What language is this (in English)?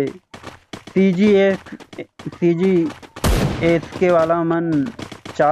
Chhattisgarhi